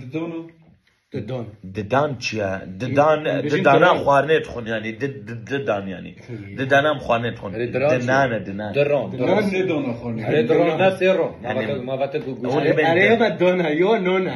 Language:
Kurdish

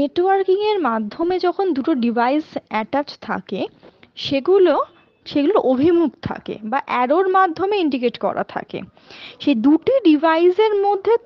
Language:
Bangla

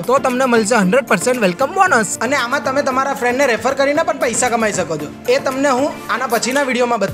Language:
Gujarati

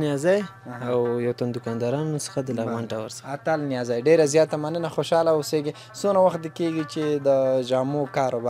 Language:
Pashto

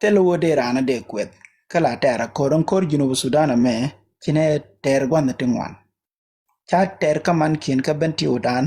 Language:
Nuer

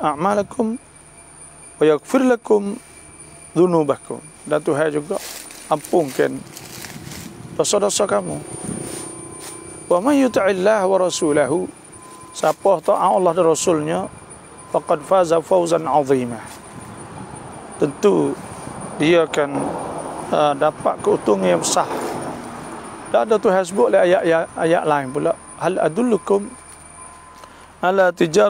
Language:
Malay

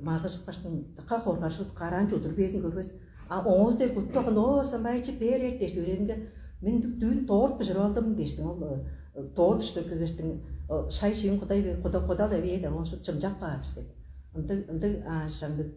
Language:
Tuvinian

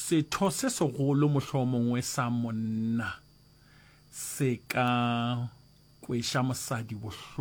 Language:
Northern Sotho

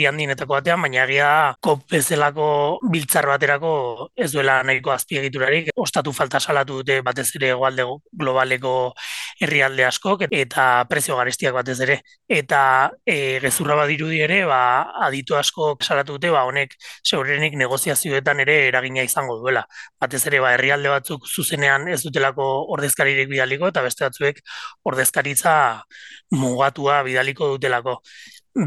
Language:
Basque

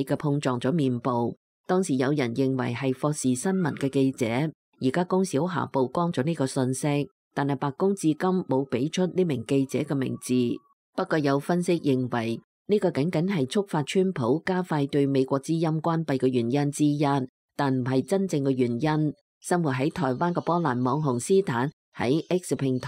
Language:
Cantonese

